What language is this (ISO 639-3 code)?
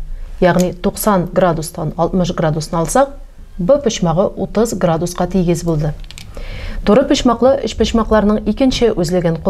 tat